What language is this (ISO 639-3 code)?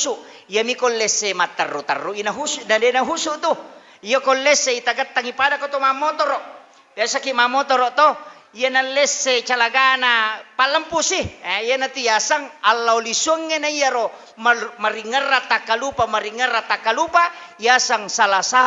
bug